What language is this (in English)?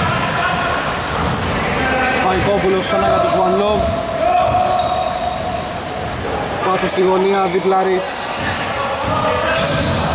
Greek